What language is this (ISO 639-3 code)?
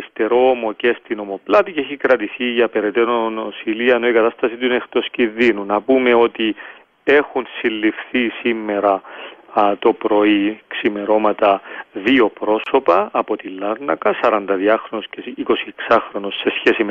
ell